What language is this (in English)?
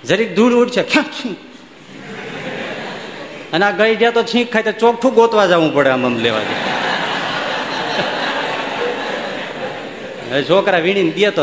Gujarati